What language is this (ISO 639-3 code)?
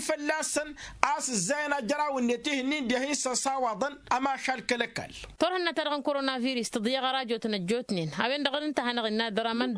taq